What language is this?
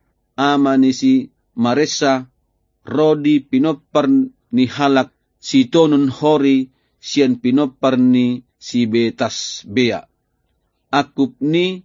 Batak Toba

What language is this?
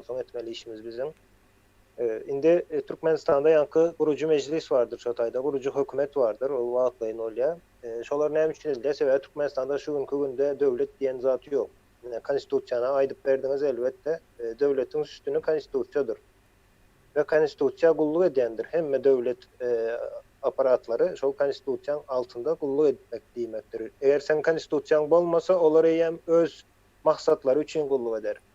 Turkmen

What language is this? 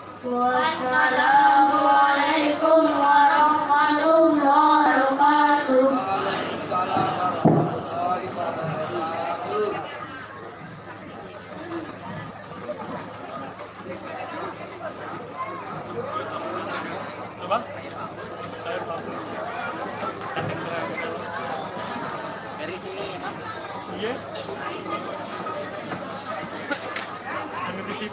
Indonesian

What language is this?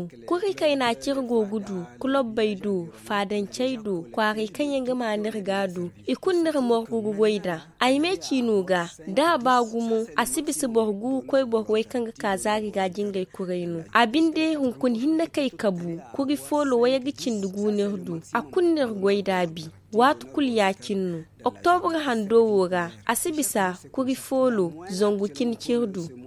Zarma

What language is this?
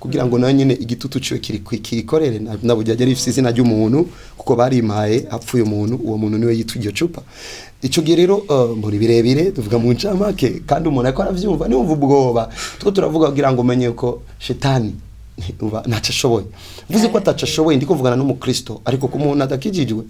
Rundi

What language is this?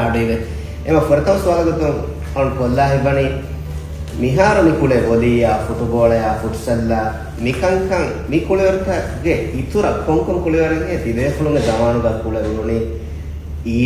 Divehi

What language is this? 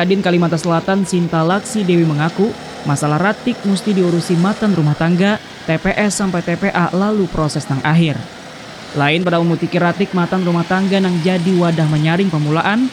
Banjar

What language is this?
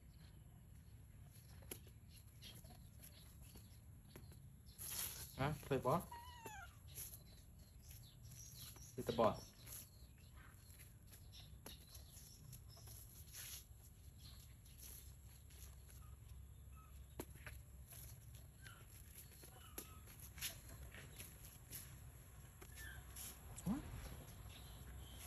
English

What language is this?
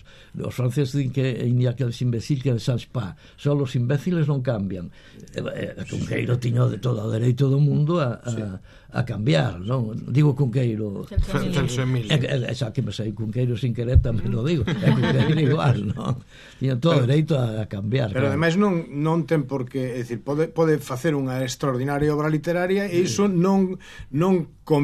Galician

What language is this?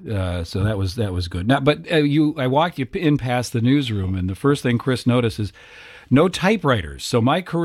English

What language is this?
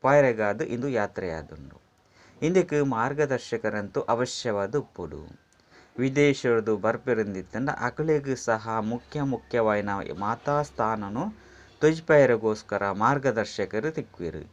Tulu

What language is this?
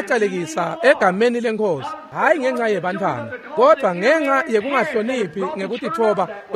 Swati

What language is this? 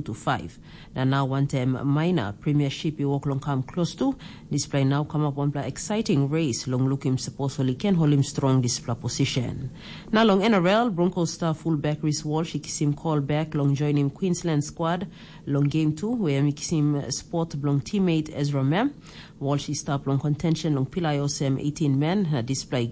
Tok Pisin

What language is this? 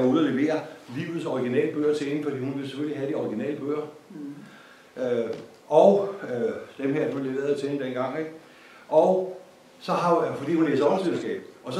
Danish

